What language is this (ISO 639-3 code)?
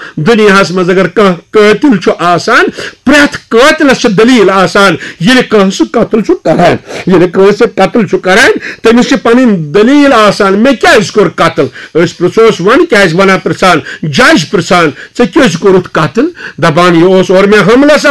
kas